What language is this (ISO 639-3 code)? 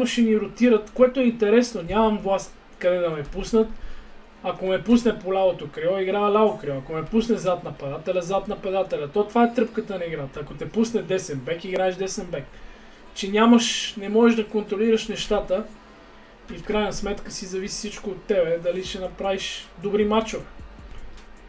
bul